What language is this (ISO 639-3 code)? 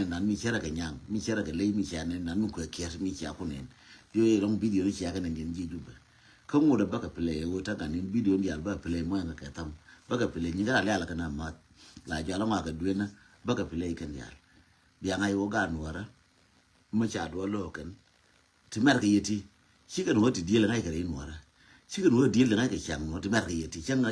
nus